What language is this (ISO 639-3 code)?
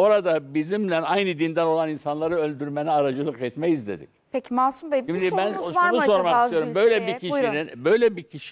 tur